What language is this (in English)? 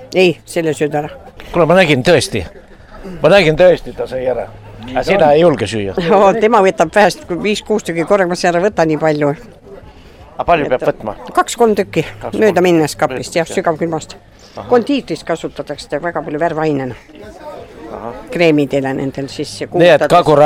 Estonian